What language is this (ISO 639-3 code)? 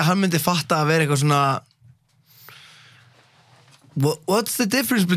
isl